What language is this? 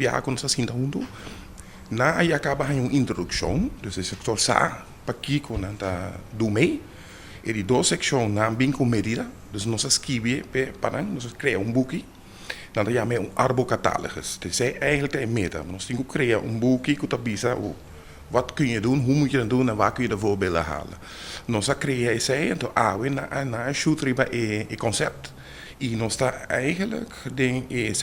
Papiamento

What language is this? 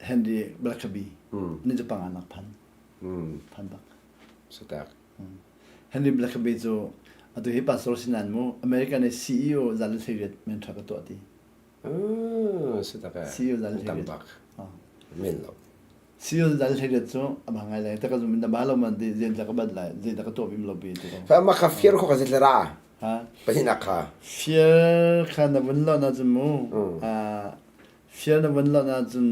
Hakha Chin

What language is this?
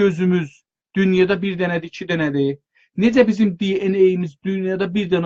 South Azerbaijani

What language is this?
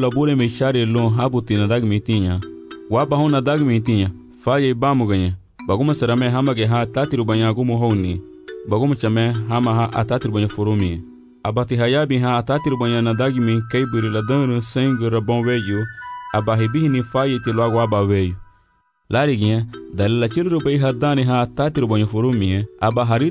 Garifuna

